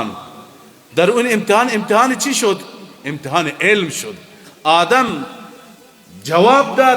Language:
Persian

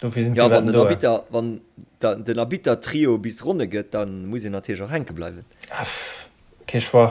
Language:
Luxembourgish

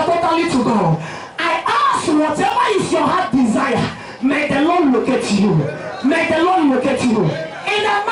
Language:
Igbo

